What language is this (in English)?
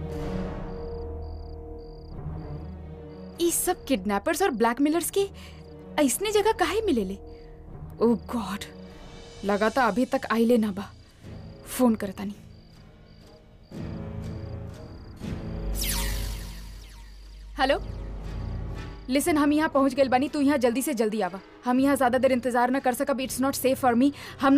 Bhojpuri